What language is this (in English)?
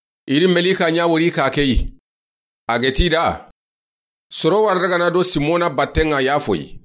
Soninke